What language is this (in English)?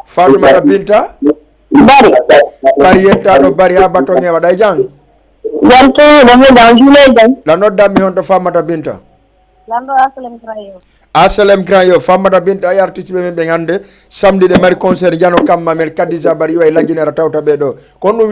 Fula